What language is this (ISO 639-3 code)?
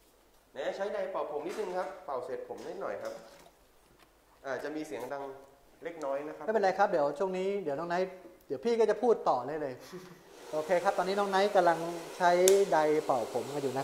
tha